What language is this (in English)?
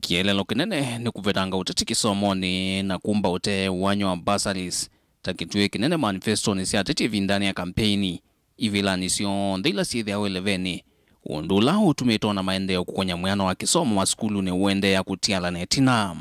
Kamba